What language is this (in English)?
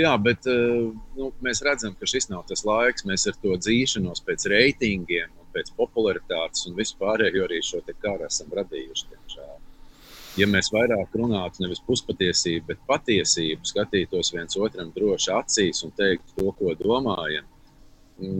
Latvian